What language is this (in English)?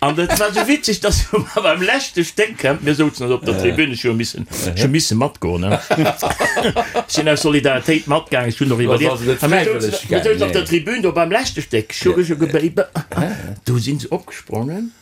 Luxembourgish